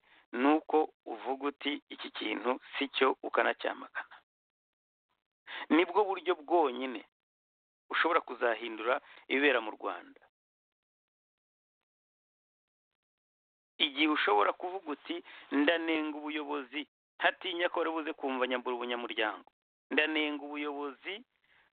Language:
Kinyarwanda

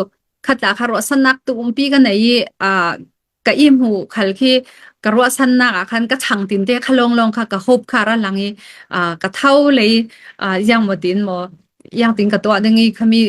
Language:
Falam Chin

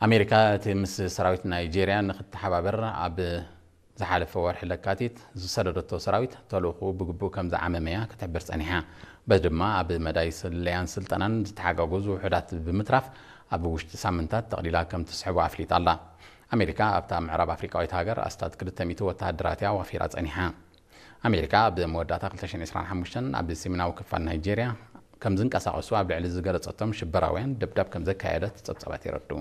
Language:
Tigrinya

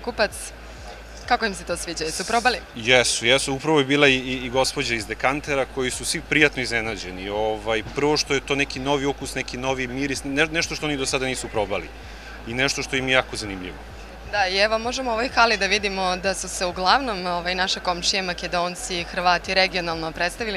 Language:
Serbian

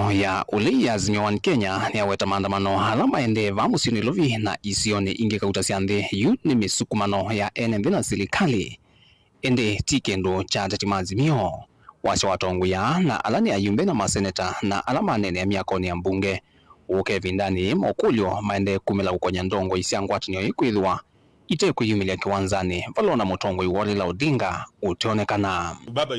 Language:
Kamba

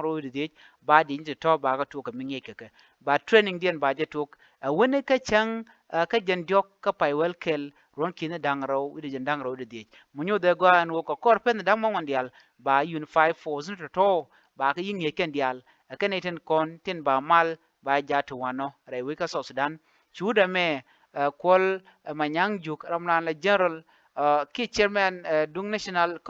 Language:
Nuer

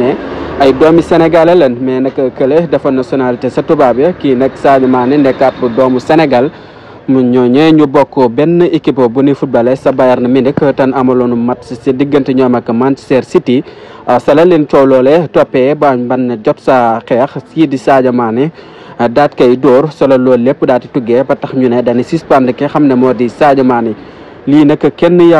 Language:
Wolof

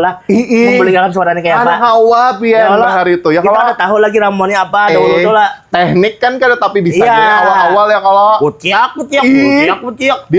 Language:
Banjar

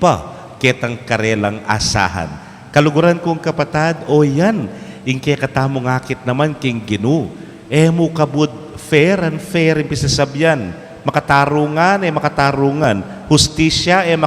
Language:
Pampanga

